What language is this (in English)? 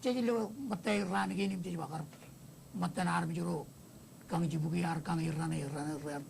Marshallese